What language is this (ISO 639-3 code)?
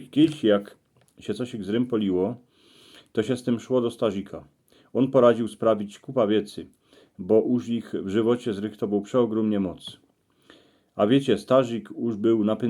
szl